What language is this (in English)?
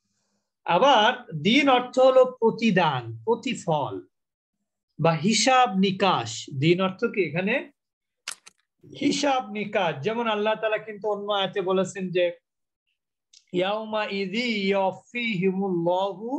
Bangla